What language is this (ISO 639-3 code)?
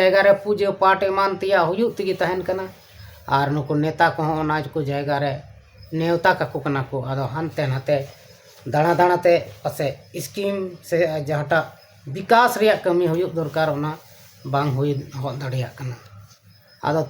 sat